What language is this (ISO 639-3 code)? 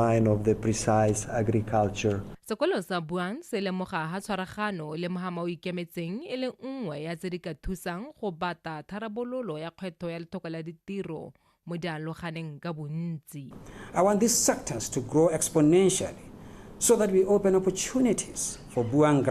tsn